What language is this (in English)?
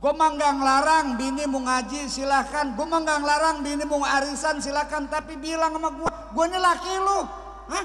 Betawi